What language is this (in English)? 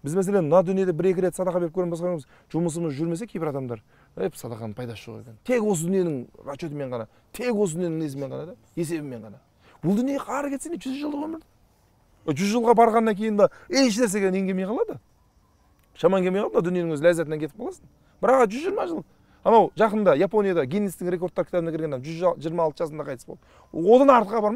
Kazakh